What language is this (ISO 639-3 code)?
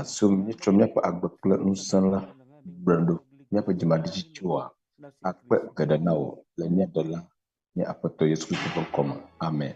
ewe